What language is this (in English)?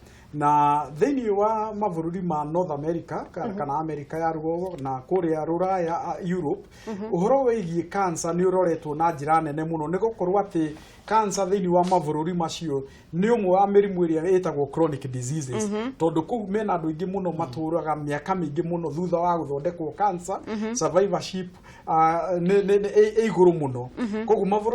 Kikuyu